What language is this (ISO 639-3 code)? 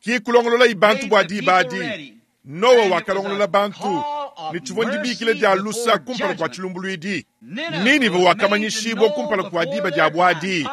lua